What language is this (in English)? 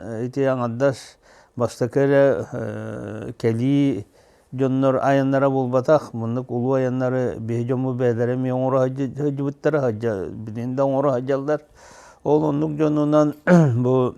Yakut